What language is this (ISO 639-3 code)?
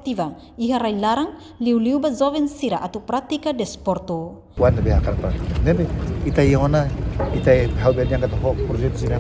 tet